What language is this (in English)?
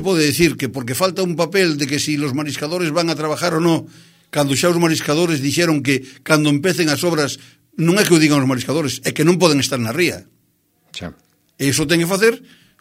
Galician